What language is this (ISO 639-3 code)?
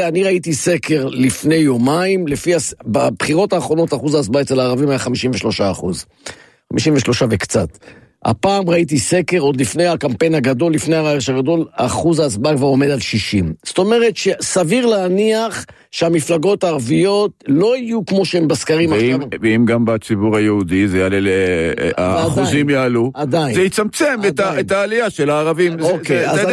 heb